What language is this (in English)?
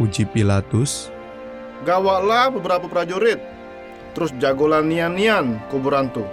Musi